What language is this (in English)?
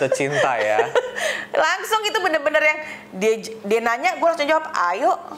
Indonesian